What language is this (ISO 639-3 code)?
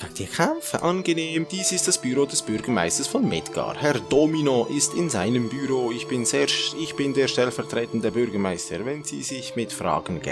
gsw